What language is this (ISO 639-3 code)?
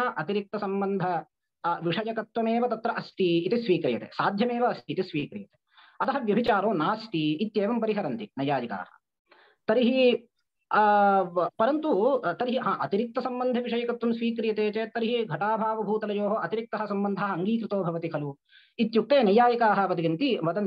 san